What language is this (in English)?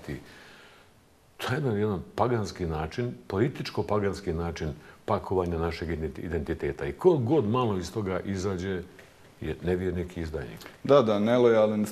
Bosnian